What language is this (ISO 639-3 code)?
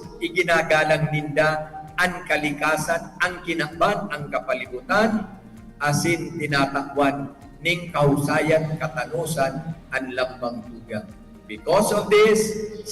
bik